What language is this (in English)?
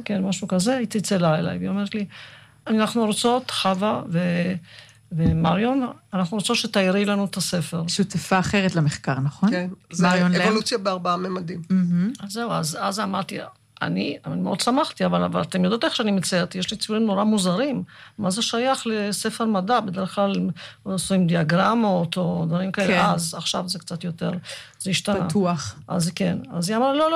Hebrew